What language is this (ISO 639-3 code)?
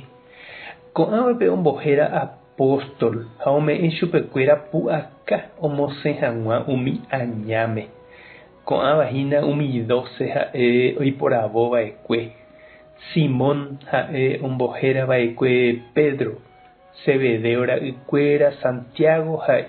grn